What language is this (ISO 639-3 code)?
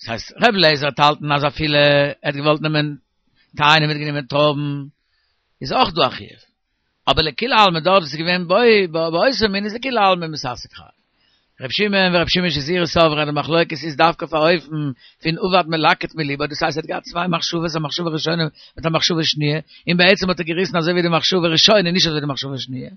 yid